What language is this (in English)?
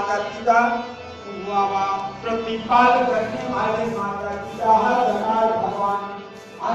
Chhattisgarhi